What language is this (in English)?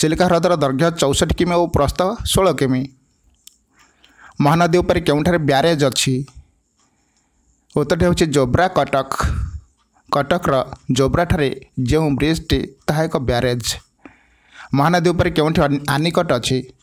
Odia